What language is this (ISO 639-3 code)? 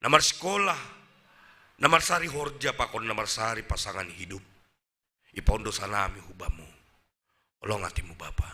bts